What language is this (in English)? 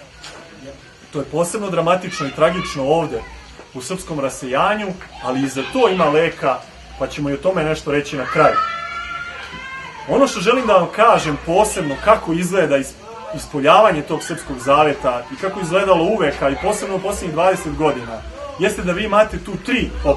Serbian